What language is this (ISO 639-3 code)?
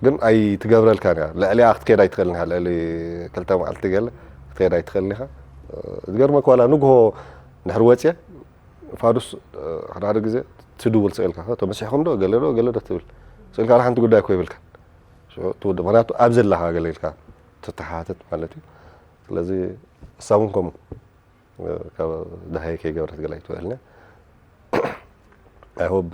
tir